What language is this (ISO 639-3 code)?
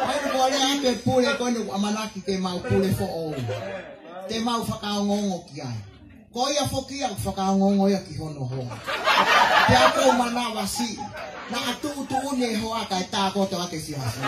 ton